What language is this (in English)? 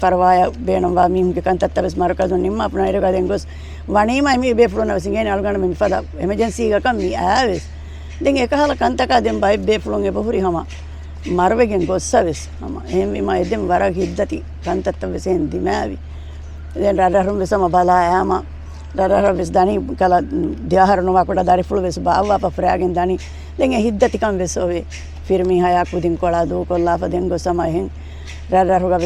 Divehi